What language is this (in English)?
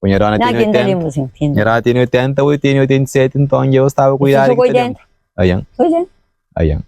Kabuverdianu